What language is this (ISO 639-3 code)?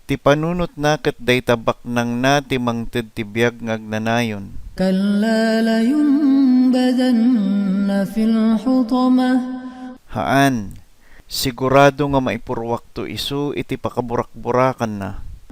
ilo